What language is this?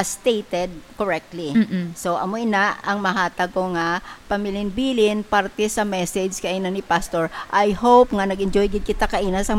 Hiligaynon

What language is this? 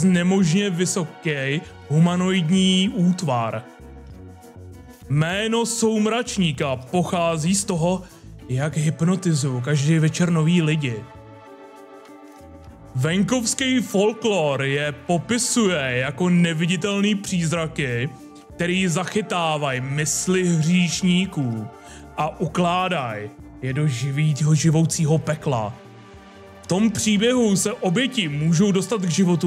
Czech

